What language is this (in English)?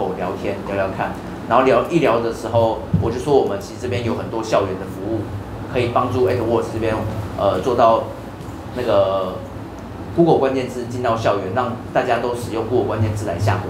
Chinese